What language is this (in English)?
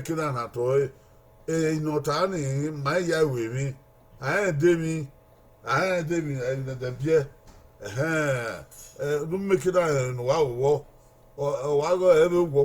Bini